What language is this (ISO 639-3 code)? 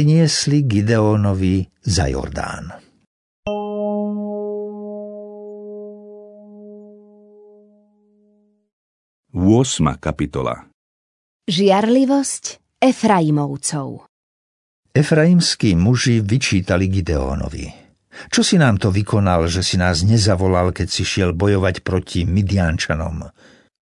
slk